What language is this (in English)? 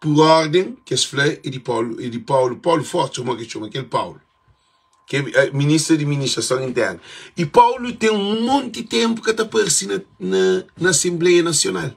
Kabuverdianu